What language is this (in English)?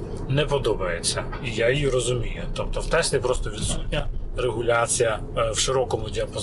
Ukrainian